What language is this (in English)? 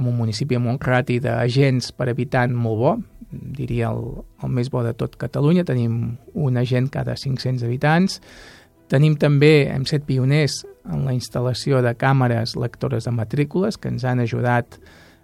Catalan